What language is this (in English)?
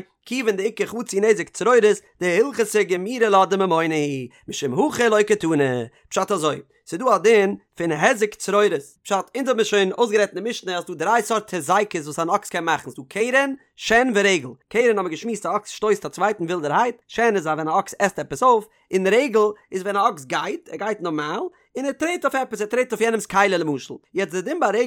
Yiddish